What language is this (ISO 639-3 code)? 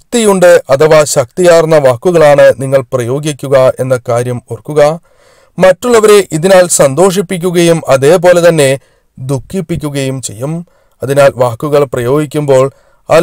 mal